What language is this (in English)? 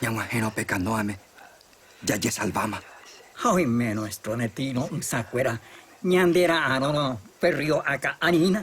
Guarani